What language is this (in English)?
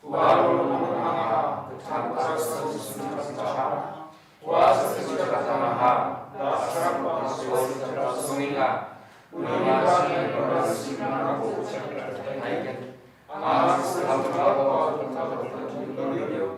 Garo